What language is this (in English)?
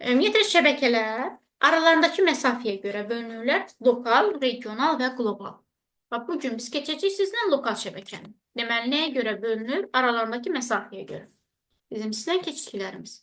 Azerbaijani